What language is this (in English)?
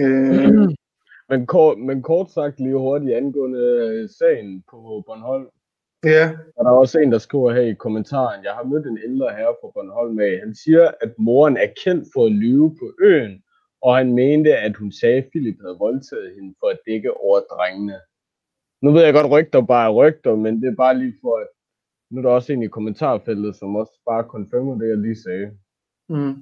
Danish